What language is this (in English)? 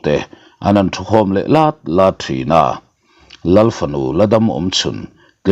Mizo